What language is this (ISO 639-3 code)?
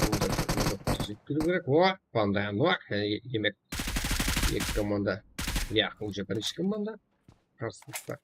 kaa